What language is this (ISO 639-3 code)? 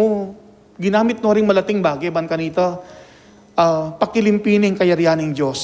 pam